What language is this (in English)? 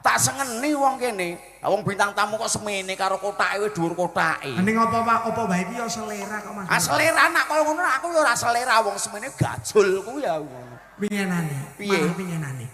Javanese